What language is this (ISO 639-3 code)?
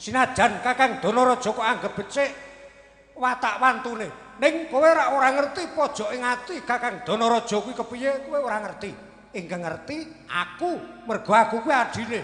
jav